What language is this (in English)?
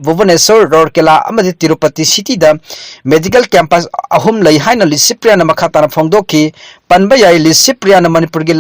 Manipuri